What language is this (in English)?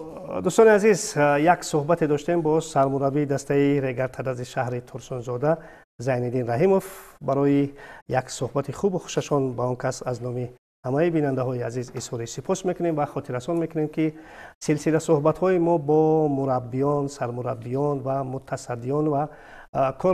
Tajik